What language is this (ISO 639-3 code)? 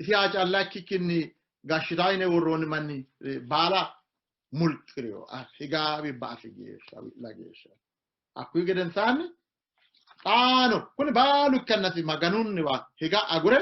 sid